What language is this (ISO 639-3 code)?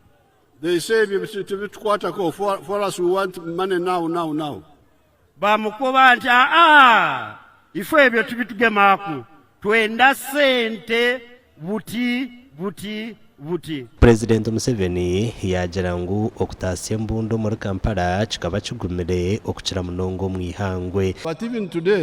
nyn